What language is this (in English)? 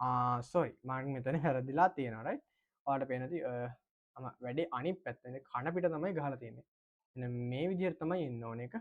Sinhala